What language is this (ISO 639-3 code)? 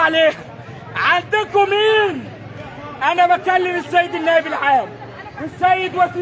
arz